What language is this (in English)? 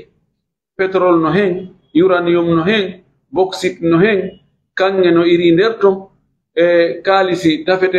Fula